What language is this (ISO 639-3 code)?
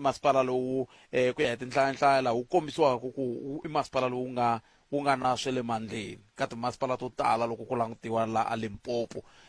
tso